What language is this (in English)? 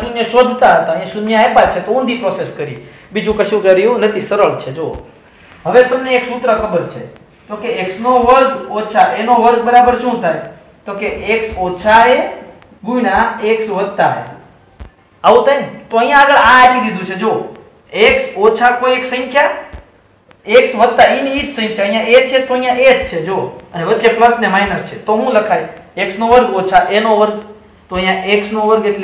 Gujarati